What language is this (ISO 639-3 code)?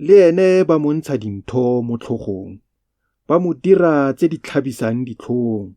tsn